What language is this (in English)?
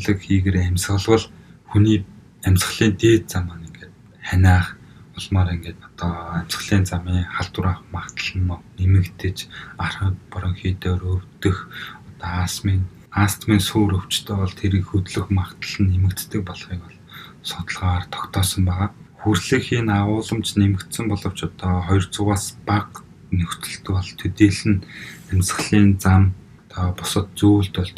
Mongolian